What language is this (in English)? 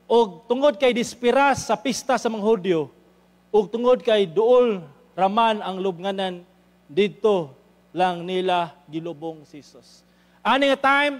Cebuano